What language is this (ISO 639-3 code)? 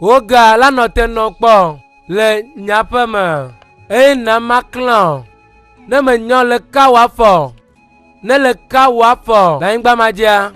ewe